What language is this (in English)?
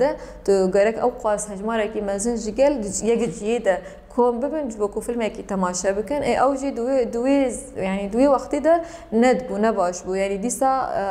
Kurdish